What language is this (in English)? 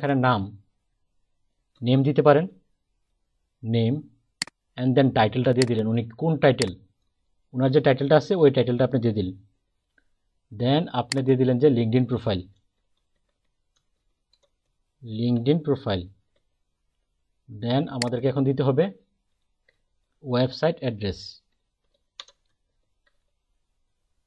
Bangla